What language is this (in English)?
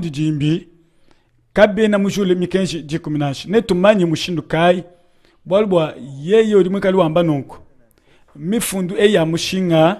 Luba-Lulua